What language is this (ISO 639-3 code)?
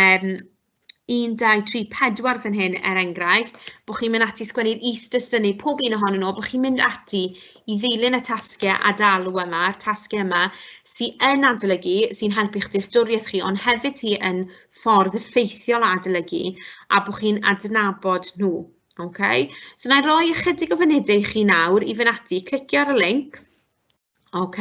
cym